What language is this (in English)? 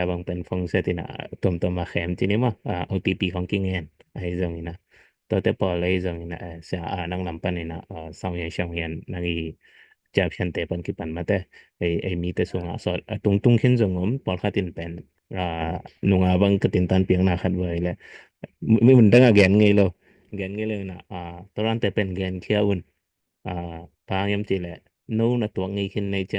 Tedim Chin